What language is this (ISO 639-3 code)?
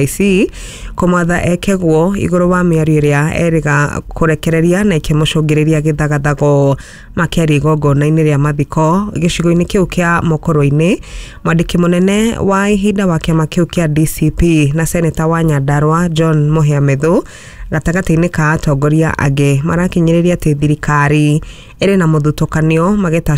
kik